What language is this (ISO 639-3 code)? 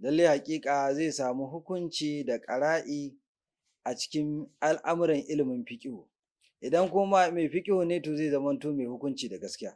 hau